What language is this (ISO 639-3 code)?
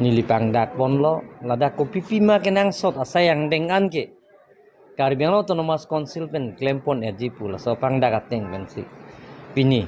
mjw